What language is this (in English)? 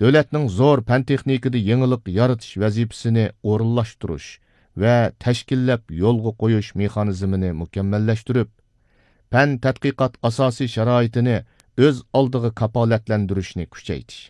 Uyghur